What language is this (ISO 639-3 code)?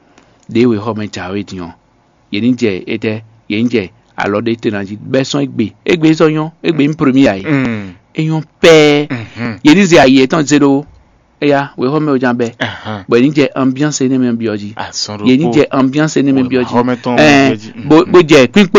fon